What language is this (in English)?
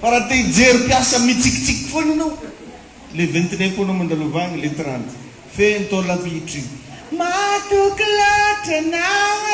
Malagasy